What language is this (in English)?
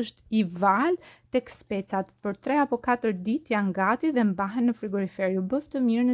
Albanian